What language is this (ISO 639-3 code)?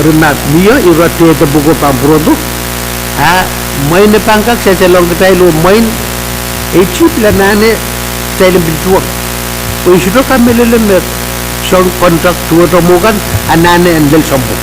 pon